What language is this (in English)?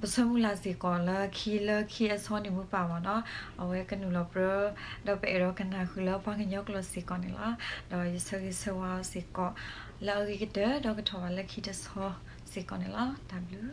S'gaw Karen